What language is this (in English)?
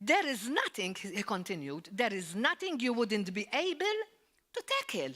English